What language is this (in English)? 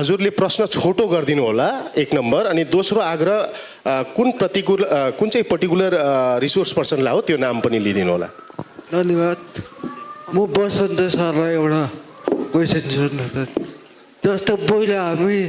Nepali